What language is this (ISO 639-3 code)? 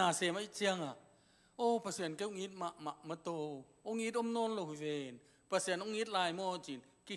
ctd